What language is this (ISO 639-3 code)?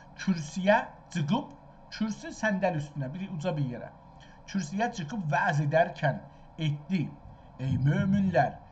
azb